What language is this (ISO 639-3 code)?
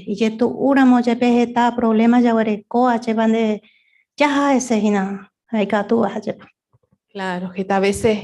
grn